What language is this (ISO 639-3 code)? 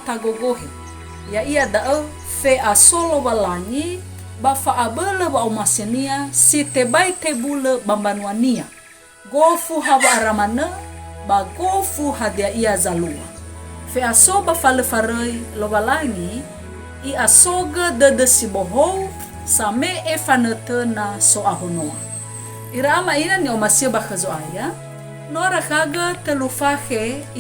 nia